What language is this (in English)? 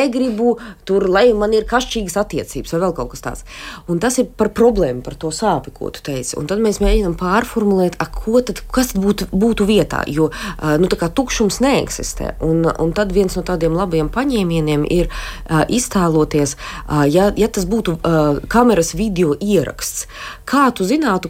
Latvian